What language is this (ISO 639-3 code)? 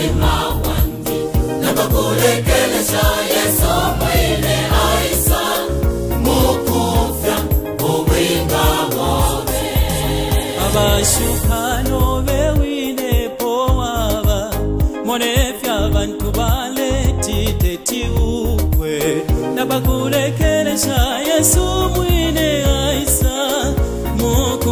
bem